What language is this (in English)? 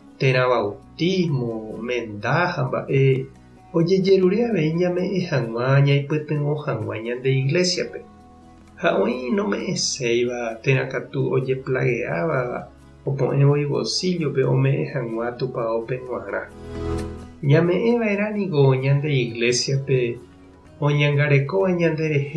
Guarani